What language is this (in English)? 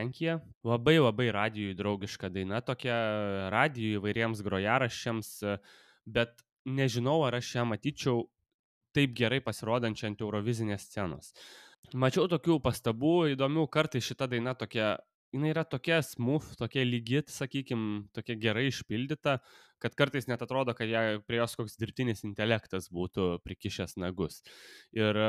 Lithuanian